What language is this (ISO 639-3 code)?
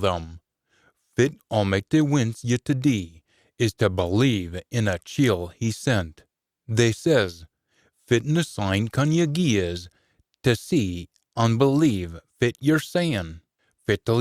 sco